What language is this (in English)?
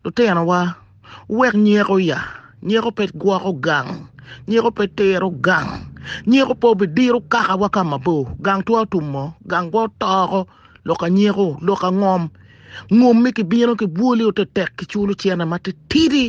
Acoli